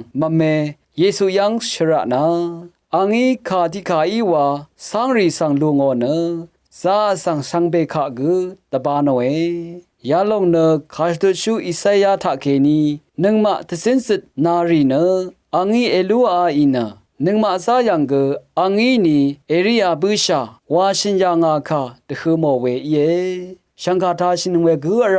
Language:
Rawang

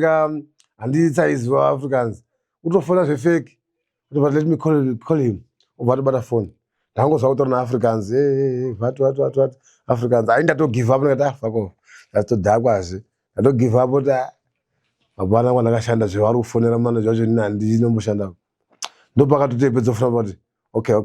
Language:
Shona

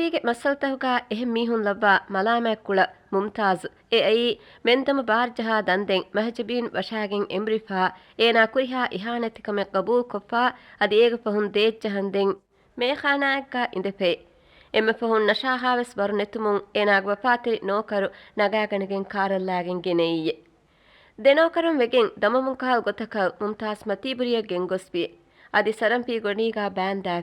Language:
Divehi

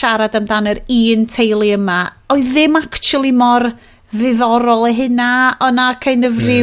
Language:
Welsh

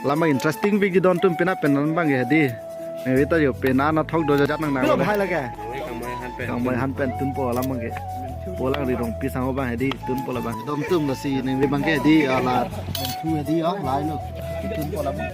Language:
Karbi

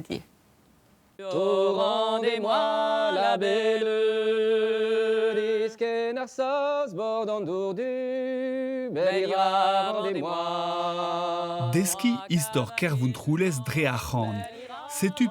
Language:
Breton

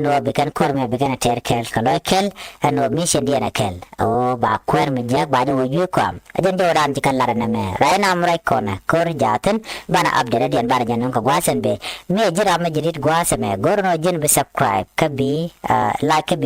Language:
Nuer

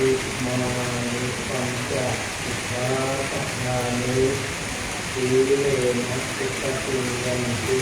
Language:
Pali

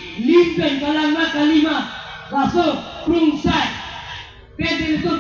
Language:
Karbi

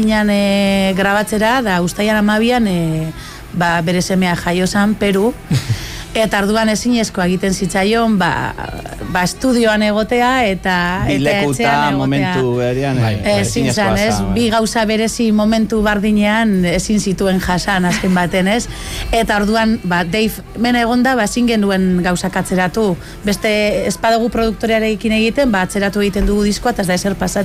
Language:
Basque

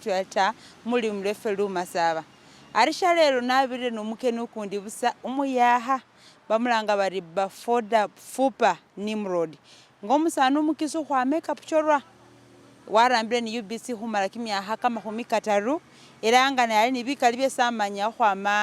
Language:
Masaaba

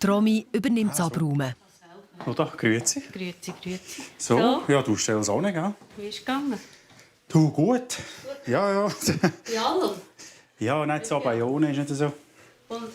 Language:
Swiss German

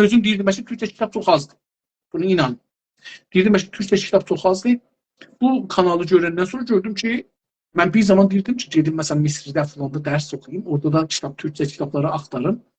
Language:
South Azerbaijani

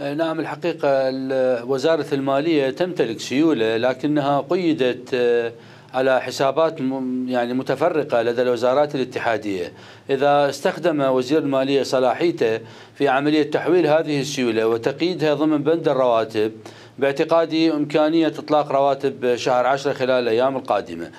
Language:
Mesopotamian Arabic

